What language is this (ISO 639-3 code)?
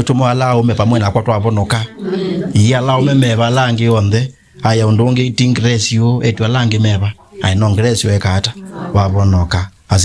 kam